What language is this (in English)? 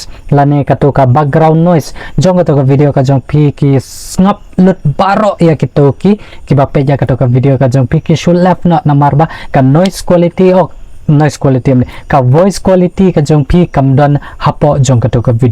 Khasi